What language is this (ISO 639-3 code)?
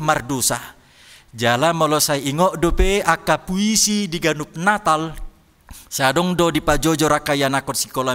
bbc